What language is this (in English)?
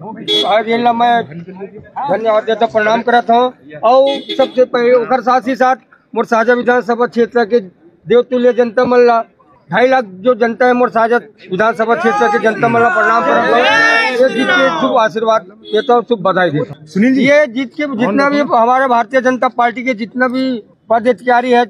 Chhattisgarhi